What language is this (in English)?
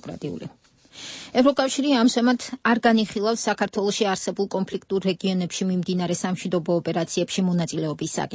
Georgian